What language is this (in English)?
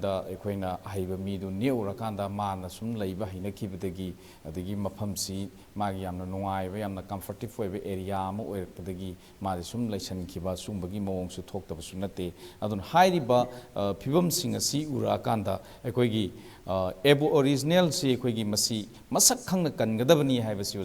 Manipuri